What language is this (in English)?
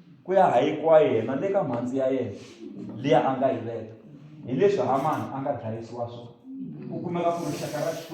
Tsonga